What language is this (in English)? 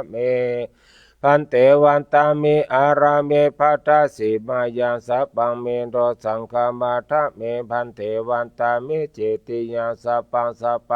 Pali